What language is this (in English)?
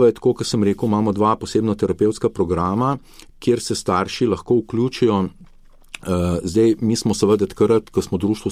Slovenian